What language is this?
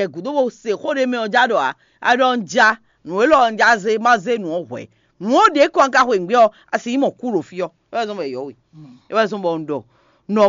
Fon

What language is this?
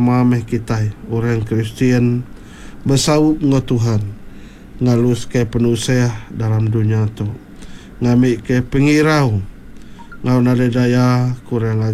Iban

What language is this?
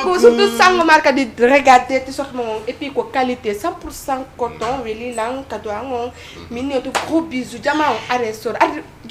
Fula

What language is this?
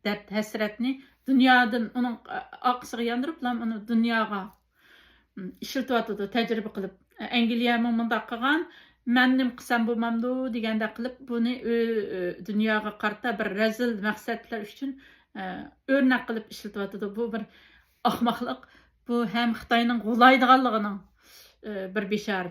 Uyghur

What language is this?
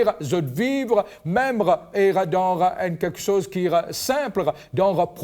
Morisyen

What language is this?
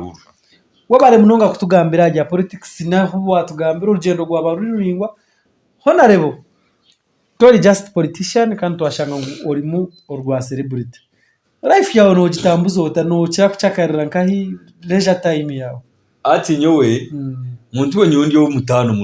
Nyankole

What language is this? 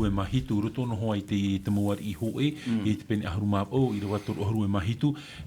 Tahitian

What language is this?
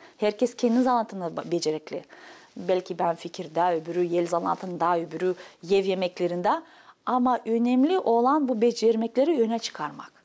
Gagauz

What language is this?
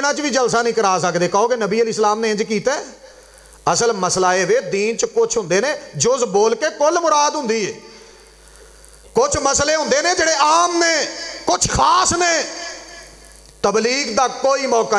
Western Panjabi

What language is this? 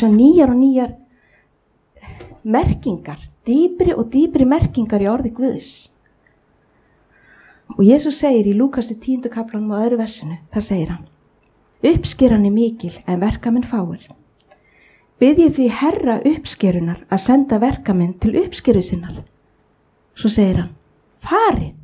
Icelandic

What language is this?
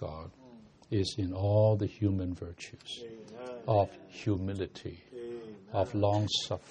English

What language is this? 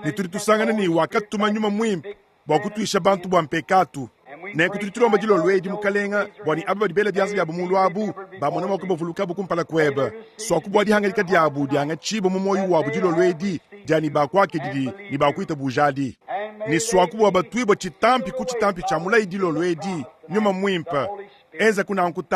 Luba-Lulua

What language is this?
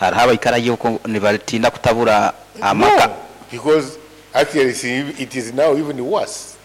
Nyankole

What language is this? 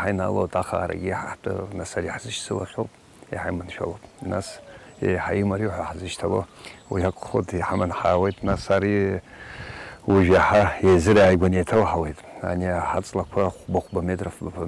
Abkhazian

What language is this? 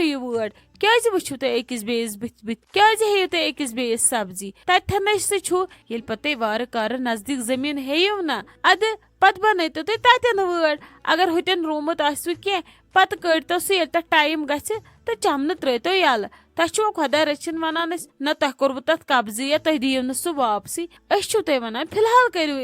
Kashmiri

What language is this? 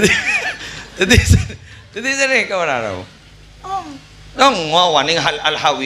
Madurese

